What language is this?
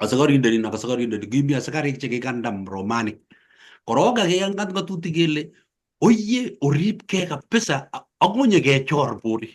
Kalenjin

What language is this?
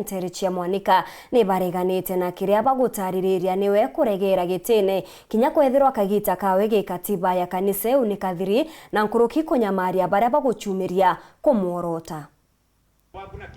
Meru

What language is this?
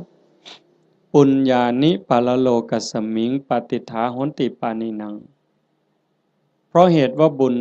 Lao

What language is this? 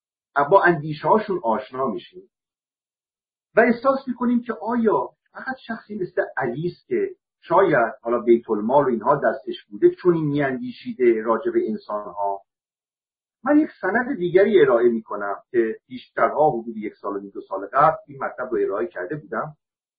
Persian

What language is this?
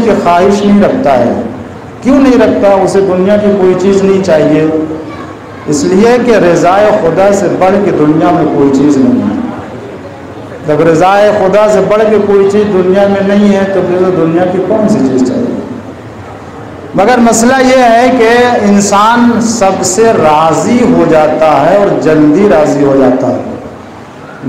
Urdu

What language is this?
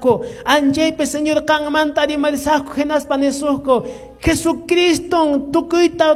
Quechua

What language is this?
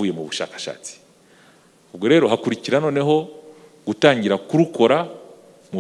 Kinyarwanda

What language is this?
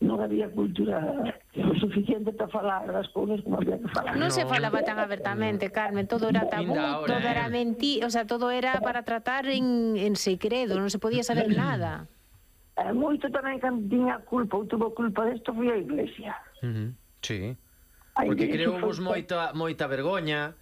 Galician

